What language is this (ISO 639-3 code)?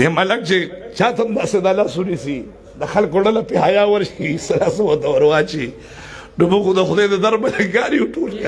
pus